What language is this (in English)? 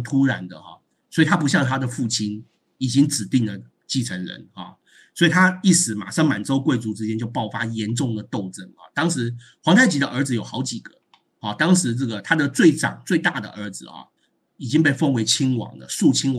Chinese